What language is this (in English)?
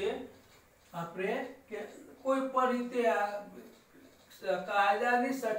Gujarati